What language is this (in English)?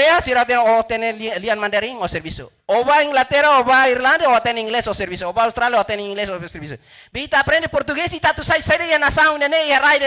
Tetum